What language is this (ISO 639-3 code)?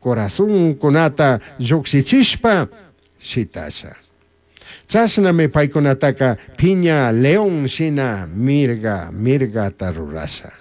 qug